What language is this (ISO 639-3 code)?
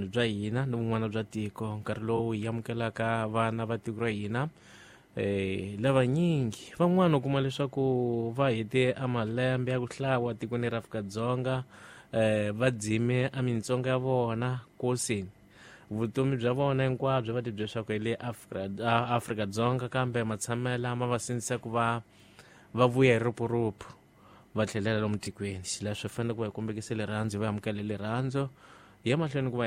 tso